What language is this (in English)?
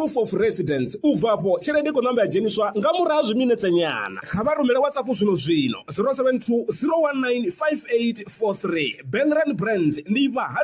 Venda